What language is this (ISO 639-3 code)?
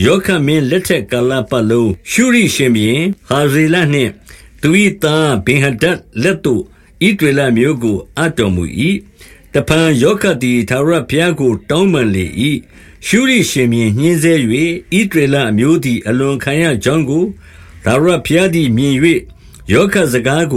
mya